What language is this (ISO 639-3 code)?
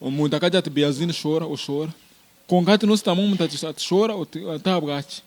nyn